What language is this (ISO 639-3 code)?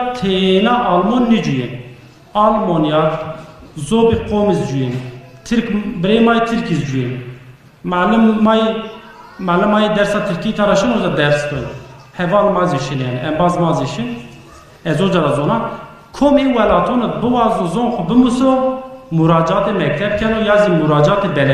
zza